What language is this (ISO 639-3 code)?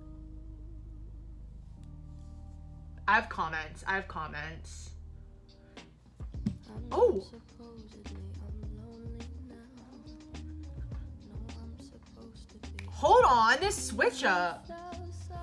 eng